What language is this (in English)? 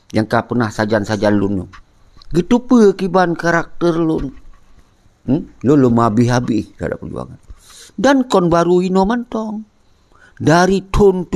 Achinese